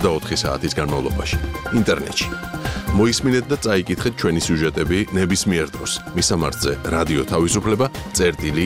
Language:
Georgian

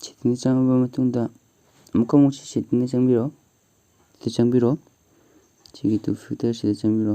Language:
Manipuri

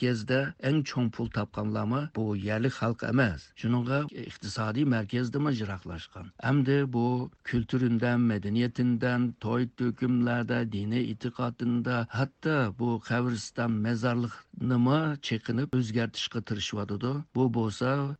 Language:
Uyghur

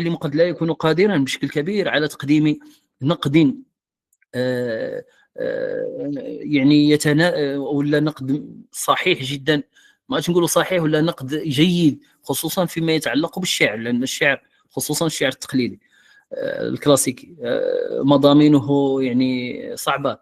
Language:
Moroccan Arabic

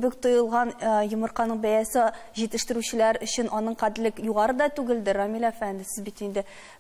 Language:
Tatar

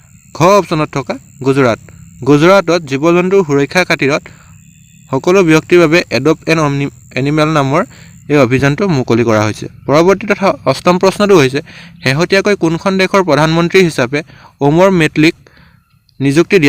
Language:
Assamese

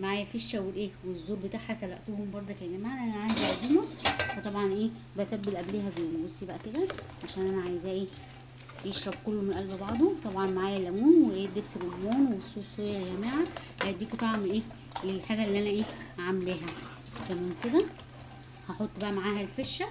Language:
Egyptian Arabic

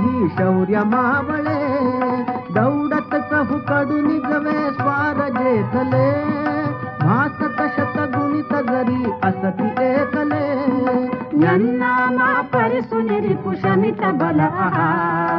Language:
Marathi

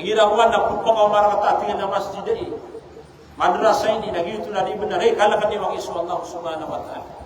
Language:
Maranao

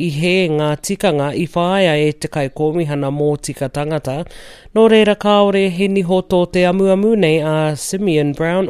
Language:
Māori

